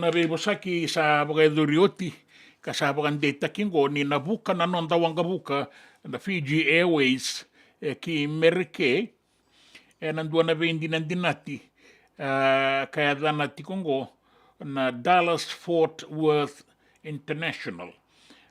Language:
Fijian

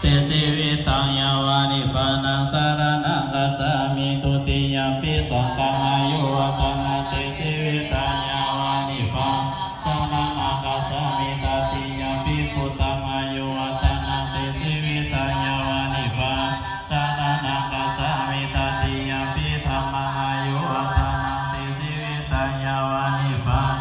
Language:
Pali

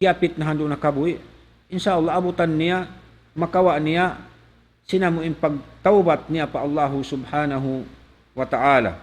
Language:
Tausug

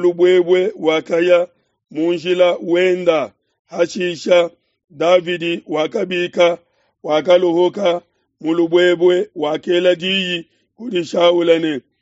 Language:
Luba-Lulua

